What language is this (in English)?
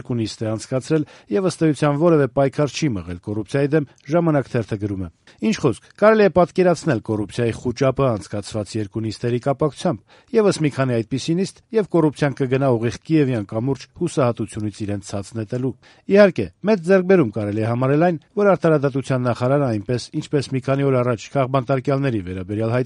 Armenian